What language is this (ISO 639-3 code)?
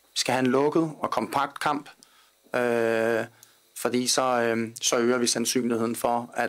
dan